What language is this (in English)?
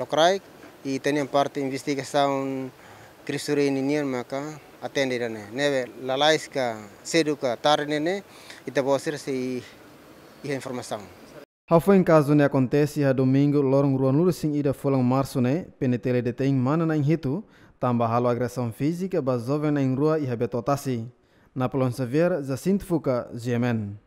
Tetum